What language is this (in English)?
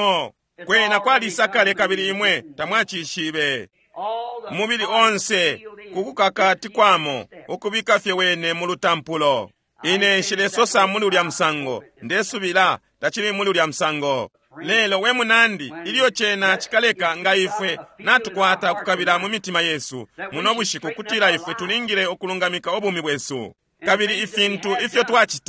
Bemba